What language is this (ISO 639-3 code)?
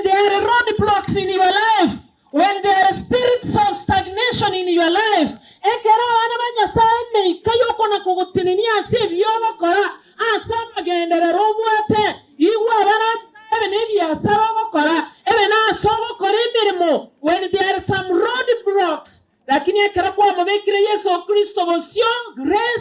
guz